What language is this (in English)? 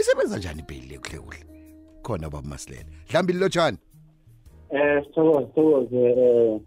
South Ndebele